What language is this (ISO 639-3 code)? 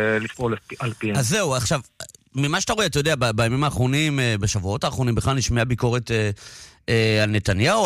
heb